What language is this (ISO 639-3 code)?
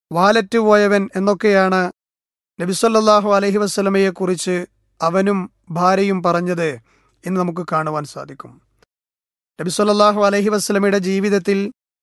mal